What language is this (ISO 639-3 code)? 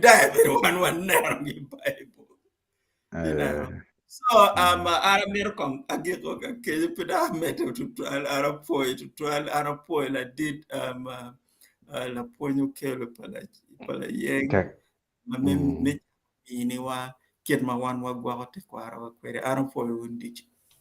ach